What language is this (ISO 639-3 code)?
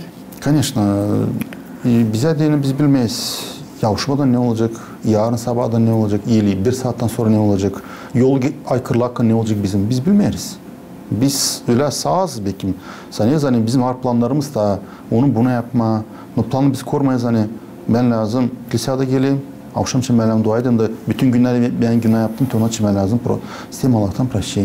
gag